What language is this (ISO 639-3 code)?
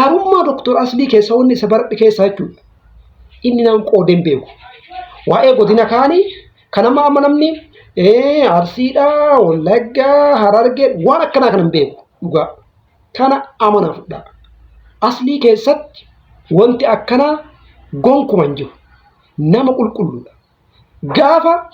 orm